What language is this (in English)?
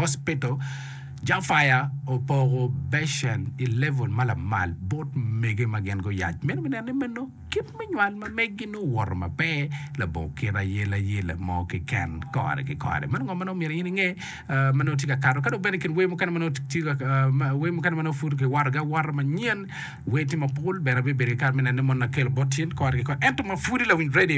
Acoli